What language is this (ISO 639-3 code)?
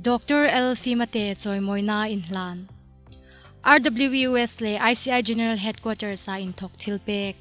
hmr